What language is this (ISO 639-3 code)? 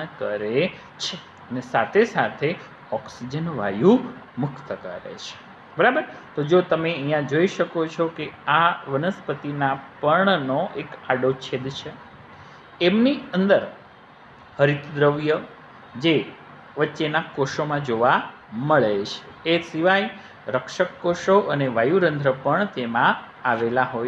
guj